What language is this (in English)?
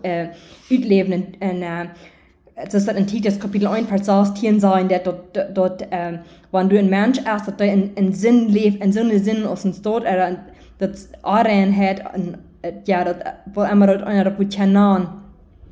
Plautdietsch